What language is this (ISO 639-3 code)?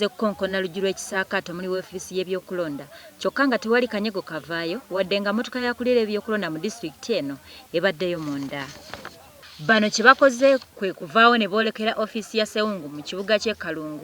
lug